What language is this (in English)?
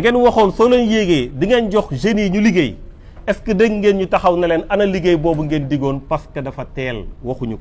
Wolof